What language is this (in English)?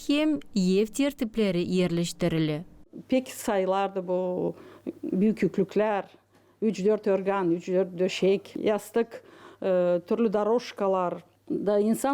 Gagauz